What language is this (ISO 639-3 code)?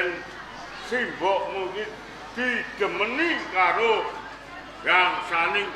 jav